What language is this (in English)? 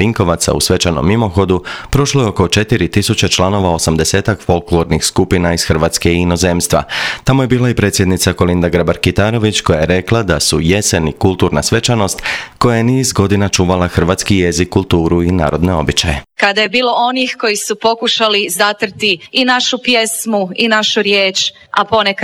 Croatian